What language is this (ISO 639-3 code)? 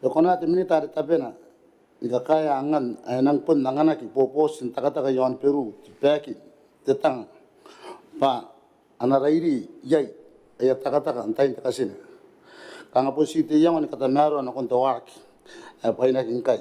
gil